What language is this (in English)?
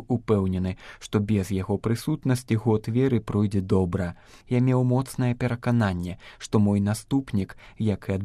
Belarusian